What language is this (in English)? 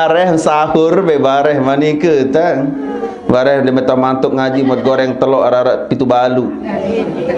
Sasak